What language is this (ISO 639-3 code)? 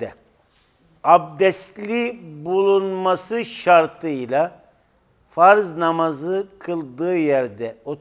tur